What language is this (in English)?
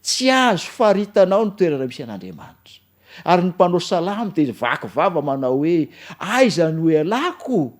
Malagasy